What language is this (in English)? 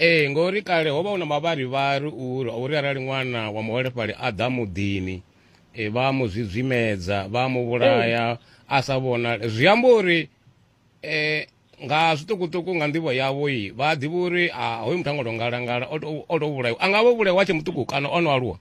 Venda